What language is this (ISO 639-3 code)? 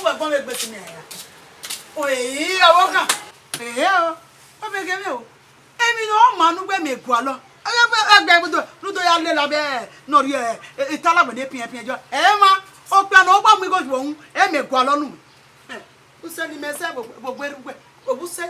bin